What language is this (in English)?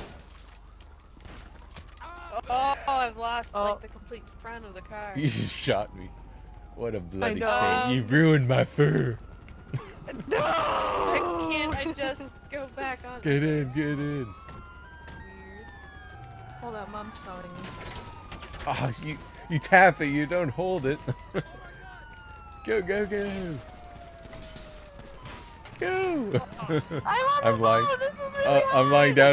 English